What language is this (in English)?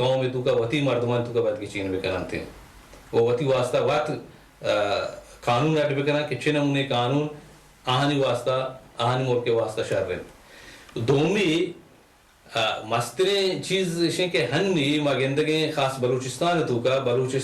Baluchi